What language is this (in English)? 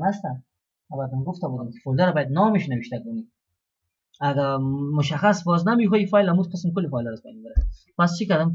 Persian